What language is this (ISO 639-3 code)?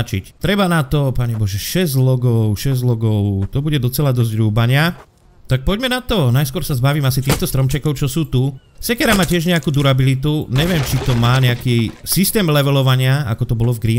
slk